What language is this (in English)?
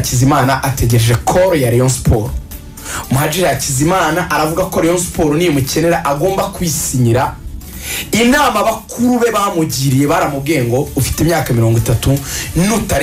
Kinyarwanda